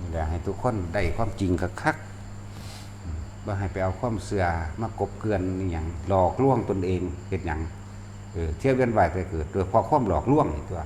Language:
Northeastern Thai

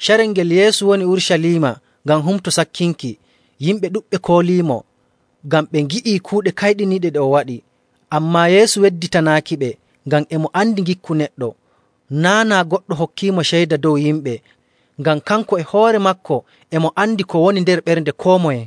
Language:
Nigerian Fulfulde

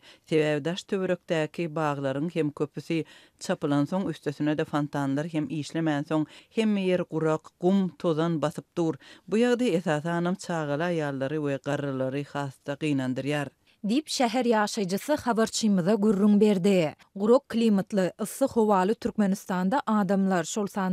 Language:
Turkmen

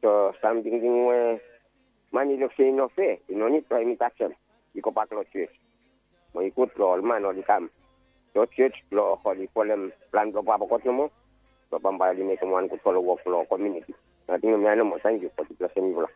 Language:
Bislama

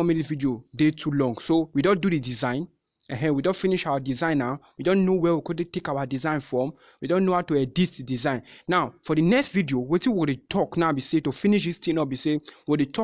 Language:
Nigerian Pidgin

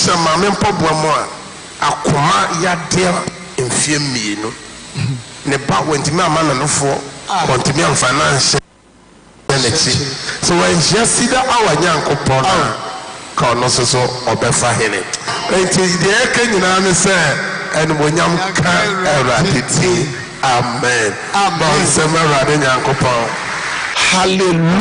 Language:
Akan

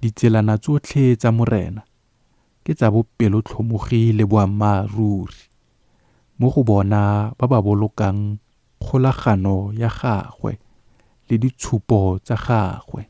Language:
Tswana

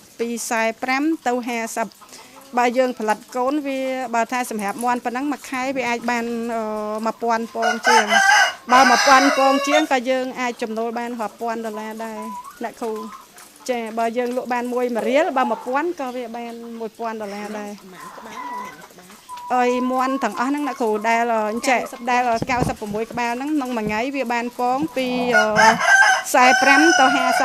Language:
Khmer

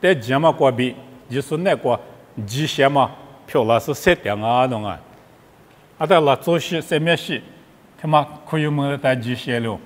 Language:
Lisu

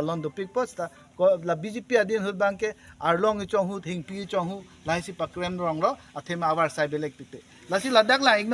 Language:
Karbi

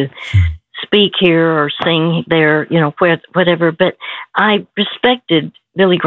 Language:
English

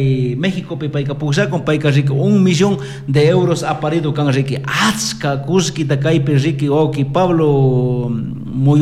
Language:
Chimborazo Highland Quichua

